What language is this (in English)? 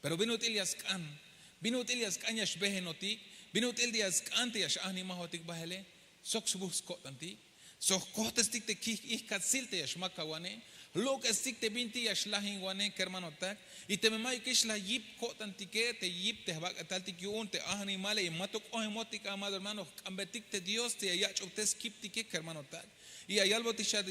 Tzeltal